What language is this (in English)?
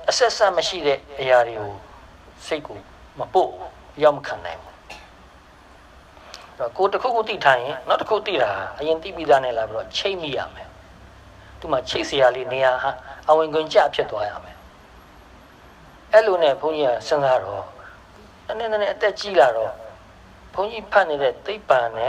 Burmese